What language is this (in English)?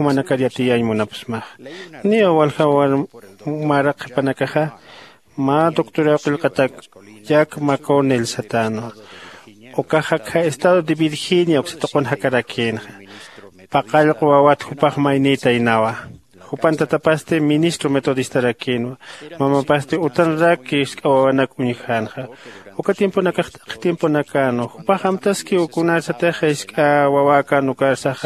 Aymara